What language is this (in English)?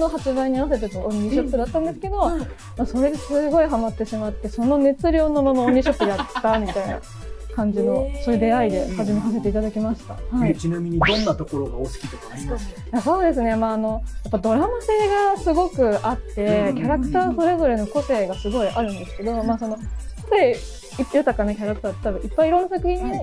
Japanese